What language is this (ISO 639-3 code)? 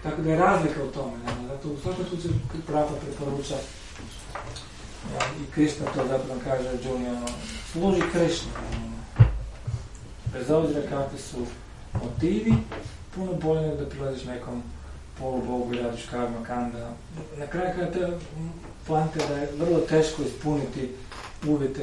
hrv